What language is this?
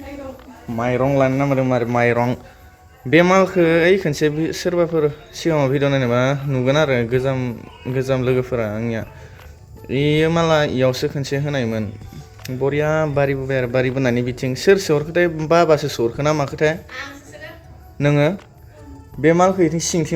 Bodo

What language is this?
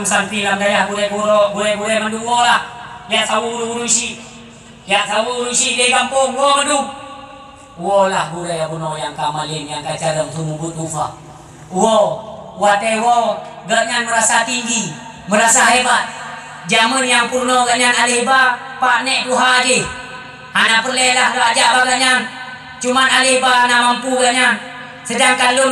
Achinese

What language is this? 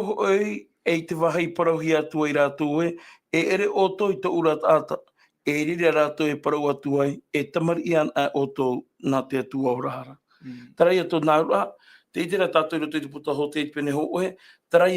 Tahitian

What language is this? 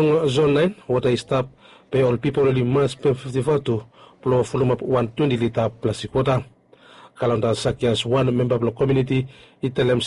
Bislama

